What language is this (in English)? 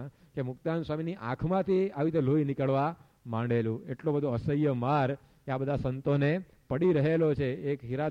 Gujarati